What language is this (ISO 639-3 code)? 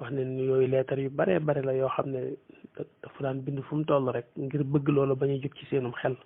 wol